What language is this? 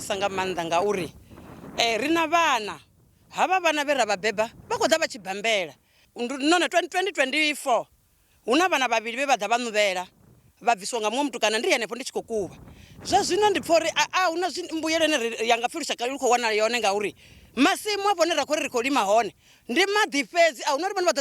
Venda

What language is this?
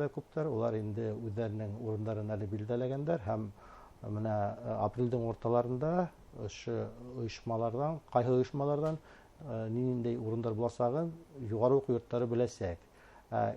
Bashkir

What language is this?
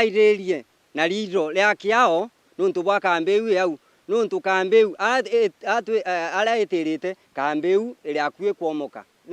Meru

